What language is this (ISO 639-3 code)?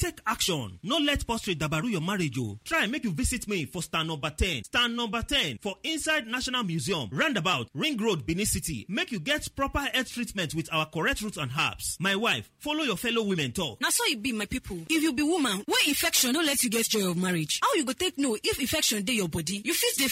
pcm